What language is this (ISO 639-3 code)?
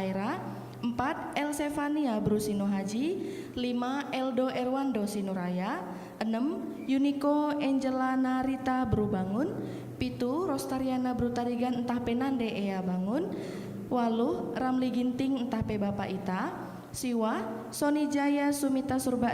btx